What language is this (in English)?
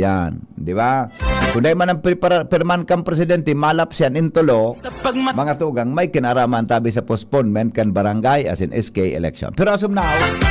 Bikol